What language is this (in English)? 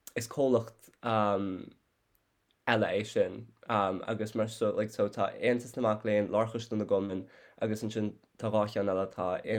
Irish